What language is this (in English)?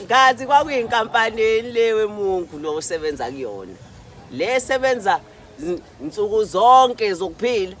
Zulu